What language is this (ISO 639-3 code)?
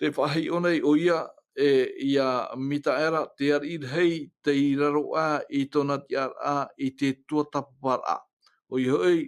tah